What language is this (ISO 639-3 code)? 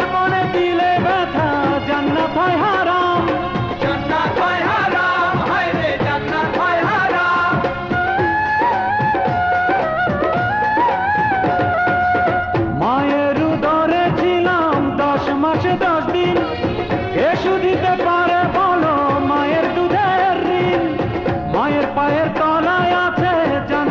ben